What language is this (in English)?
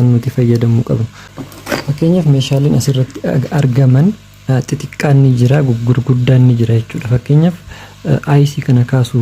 Oromo